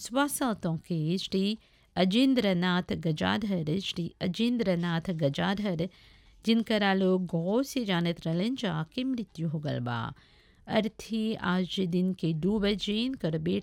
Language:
Bhojpuri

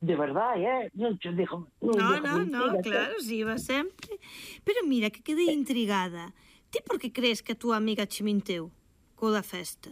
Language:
Galician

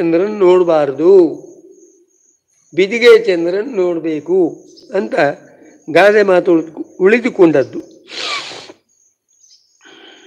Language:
Kannada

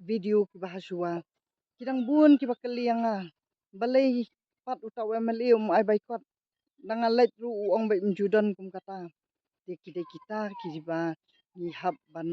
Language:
Khasi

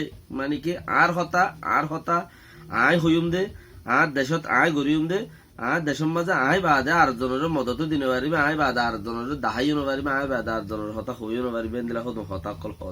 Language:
Rohingya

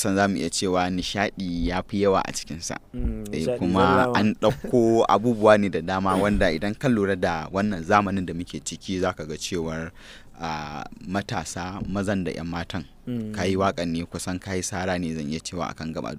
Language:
Hausa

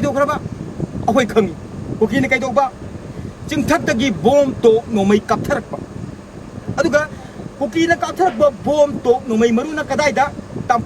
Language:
Manipuri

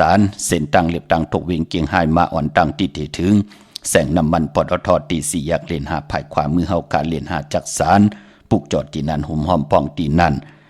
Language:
Shan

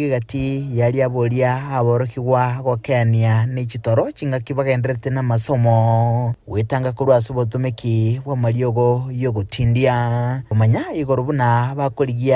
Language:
Gusii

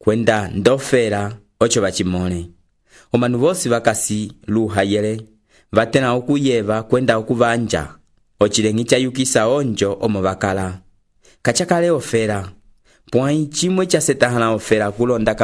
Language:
Umbundu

